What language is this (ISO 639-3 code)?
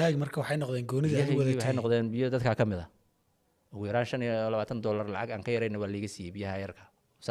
som